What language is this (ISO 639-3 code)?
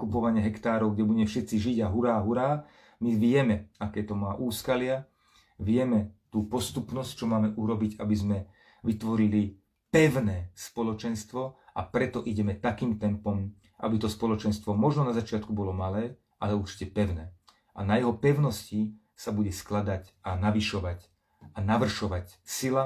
slk